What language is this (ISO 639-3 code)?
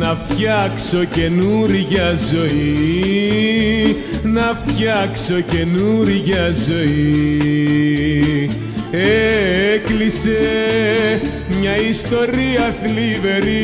ell